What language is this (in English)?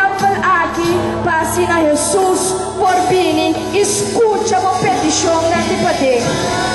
Papiamento